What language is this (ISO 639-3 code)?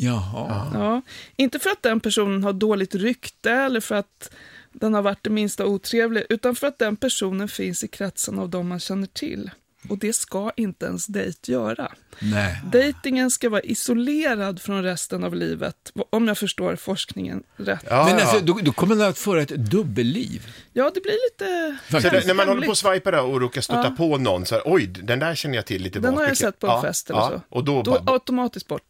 swe